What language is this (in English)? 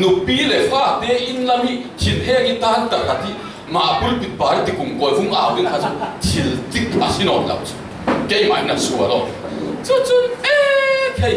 Falam Chin